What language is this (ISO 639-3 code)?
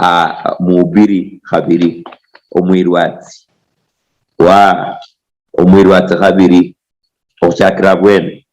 luy